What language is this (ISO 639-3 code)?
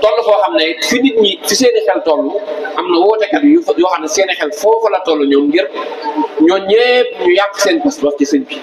wol